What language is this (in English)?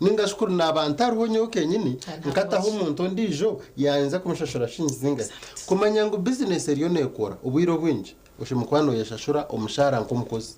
Nyankole